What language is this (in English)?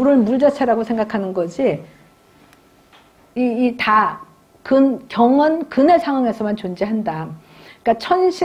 Korean